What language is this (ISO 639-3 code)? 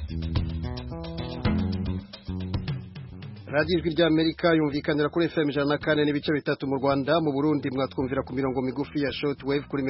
kin